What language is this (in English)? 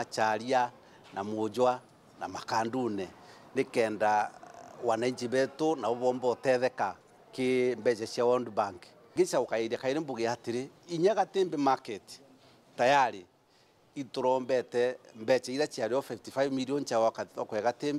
Meru